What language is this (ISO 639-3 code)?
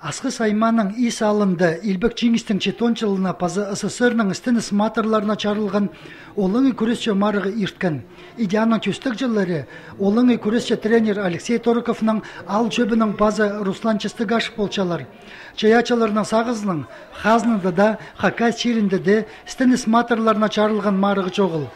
kjh